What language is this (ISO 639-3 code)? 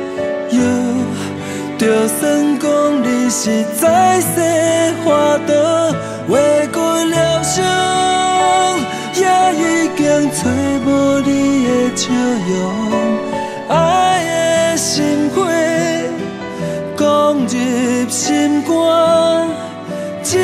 nan